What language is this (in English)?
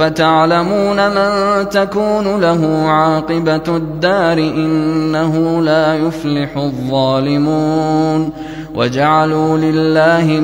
Arabic